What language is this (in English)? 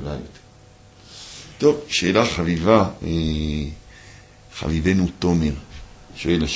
Hebrew